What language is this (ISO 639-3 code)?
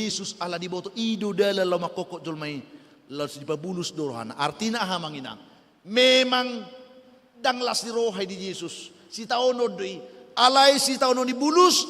bbc